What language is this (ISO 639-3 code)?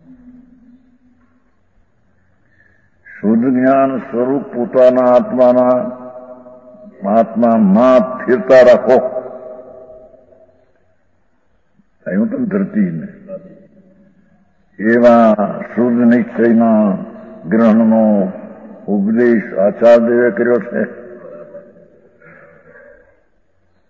guj